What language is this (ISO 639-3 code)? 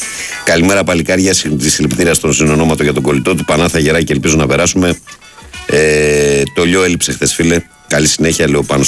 ell